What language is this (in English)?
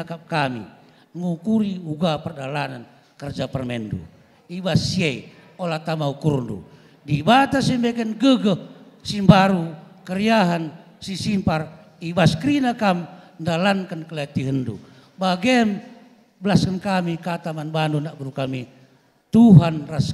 Batak Karo